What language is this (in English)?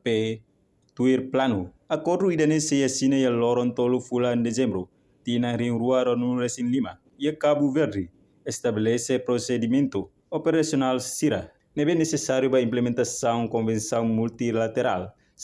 Tetum